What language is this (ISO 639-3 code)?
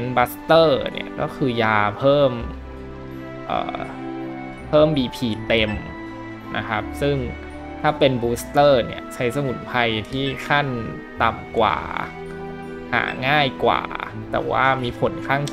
tha